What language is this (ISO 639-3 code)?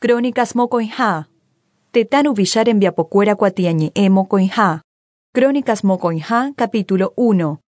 grn